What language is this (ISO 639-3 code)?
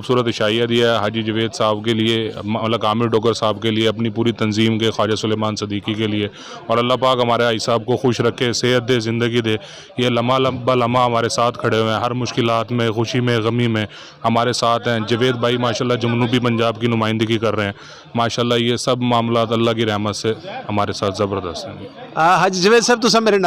skr